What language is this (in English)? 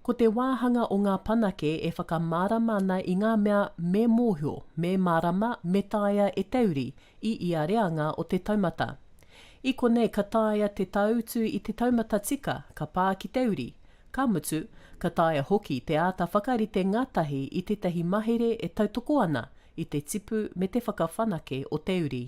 Māori